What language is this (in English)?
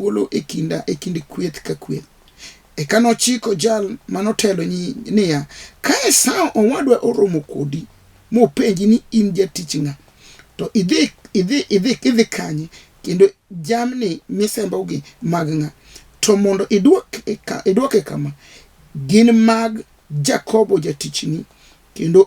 Luo (Kenya and Tanzania)